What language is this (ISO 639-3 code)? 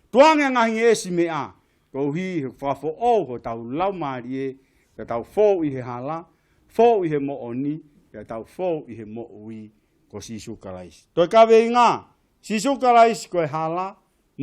ton